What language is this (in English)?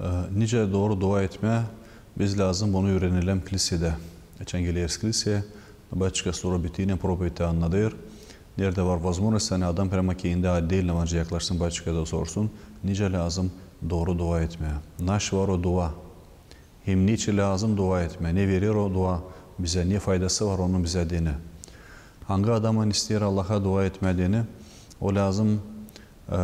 Gagauz